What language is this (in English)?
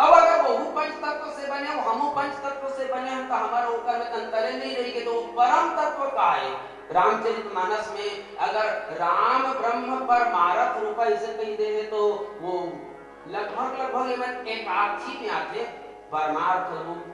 Chhattisgarhi